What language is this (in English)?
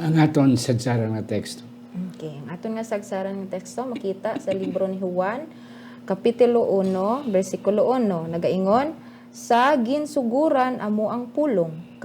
Hiligaynon